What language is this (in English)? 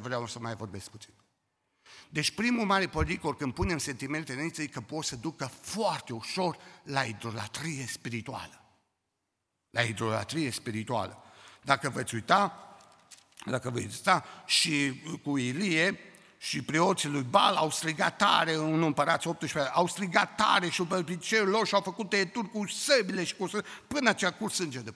Romanian